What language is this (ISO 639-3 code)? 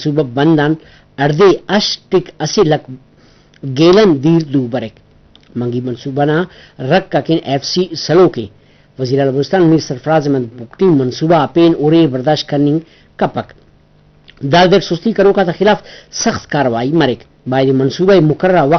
brh